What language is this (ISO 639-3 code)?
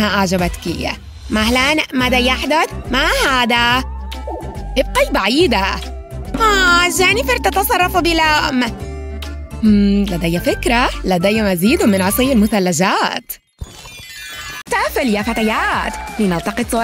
ara